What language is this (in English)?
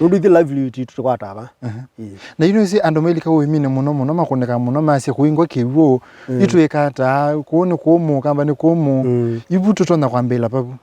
Kamba